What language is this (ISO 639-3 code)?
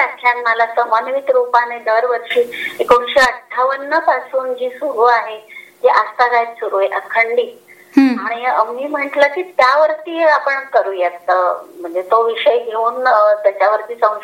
mar